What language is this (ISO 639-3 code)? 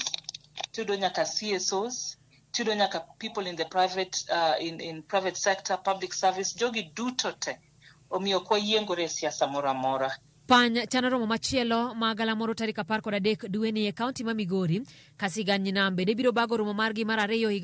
luo